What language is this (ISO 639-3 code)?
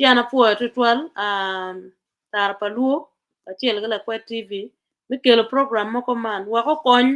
ach